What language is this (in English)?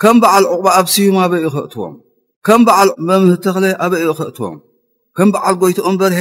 Tigrinya